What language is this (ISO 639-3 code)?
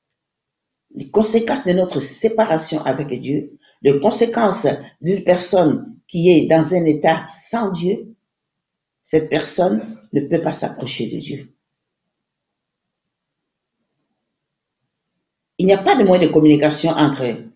fra